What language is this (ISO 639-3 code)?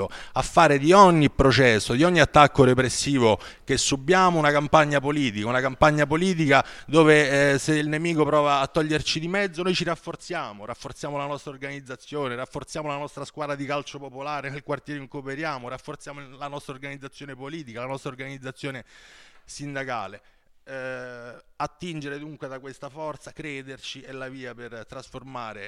ita